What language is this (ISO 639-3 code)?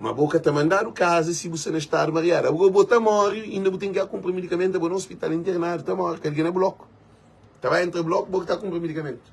kea